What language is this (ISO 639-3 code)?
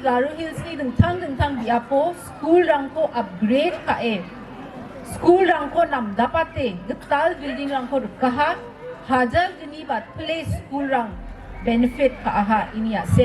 grt